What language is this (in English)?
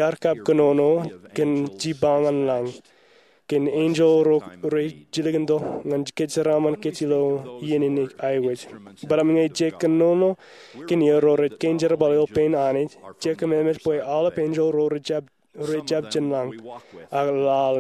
Marshallese